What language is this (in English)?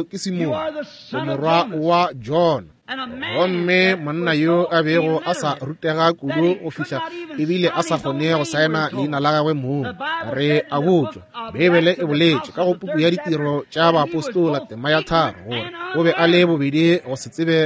Northern Sotho